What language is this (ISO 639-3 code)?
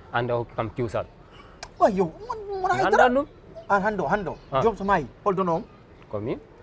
ful